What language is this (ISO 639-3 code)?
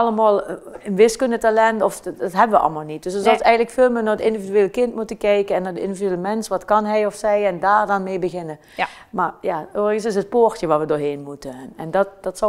lim